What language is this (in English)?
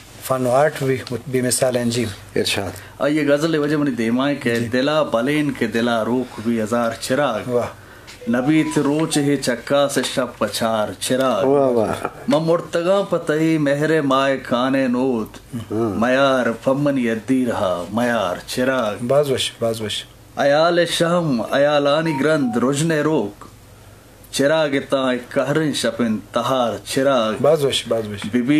Baluchi